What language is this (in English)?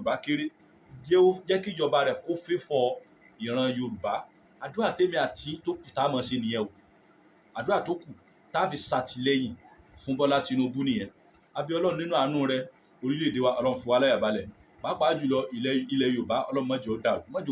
Yoruba